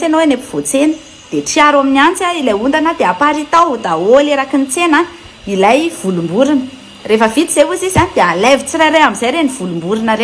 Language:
Malagasy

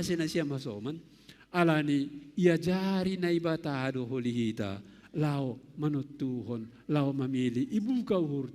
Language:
Batak Simalungun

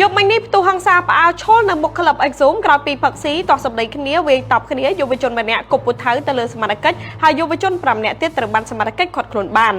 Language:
Khmer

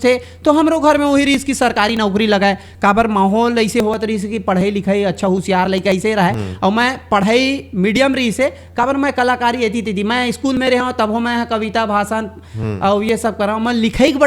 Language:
Chhattisgarhi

